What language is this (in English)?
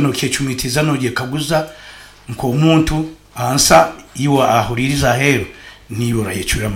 Nyankole